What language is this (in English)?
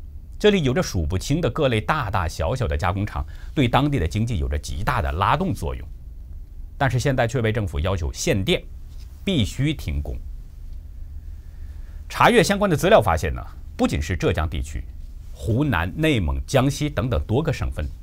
Chinese